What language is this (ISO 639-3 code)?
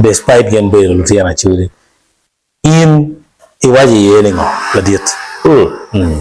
ach